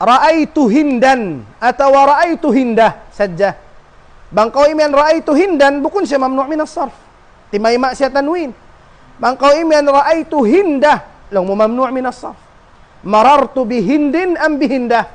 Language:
Tausug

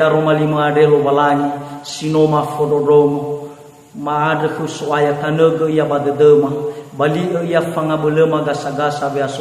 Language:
Nias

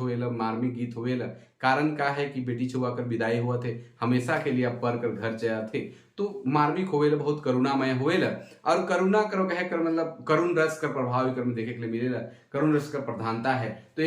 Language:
Sadri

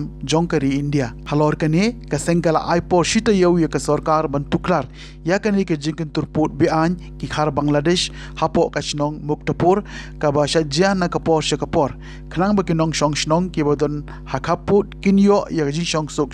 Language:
Khasi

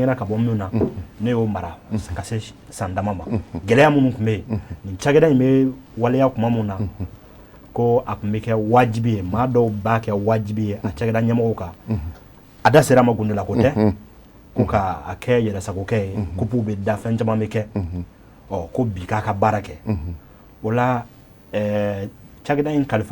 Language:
Bambara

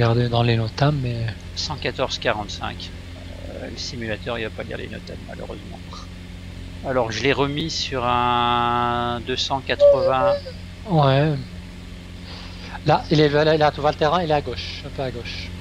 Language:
French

